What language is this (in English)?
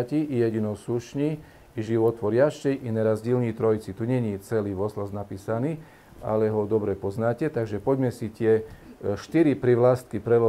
Slovak